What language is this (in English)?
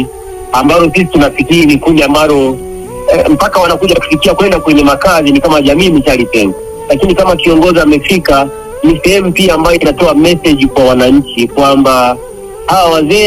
Swahili